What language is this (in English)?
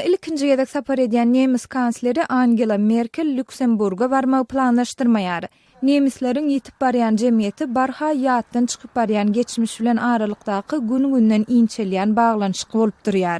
Turkmen